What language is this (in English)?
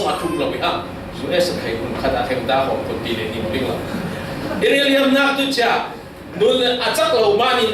Falam Chin